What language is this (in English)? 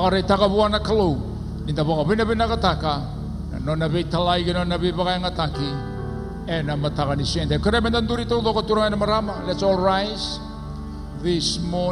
Fijian